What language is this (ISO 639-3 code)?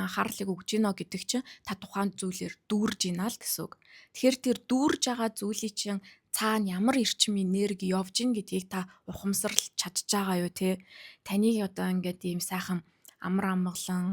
mon